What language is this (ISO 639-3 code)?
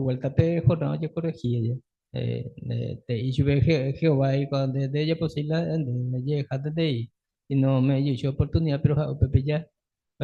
grn